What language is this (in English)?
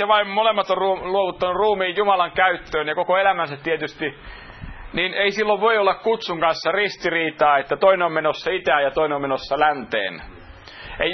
Finnish